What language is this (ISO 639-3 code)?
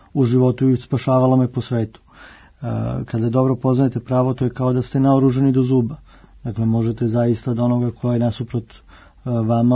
srp